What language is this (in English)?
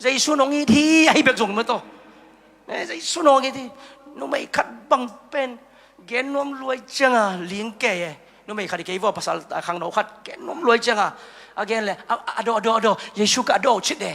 Tedim Chin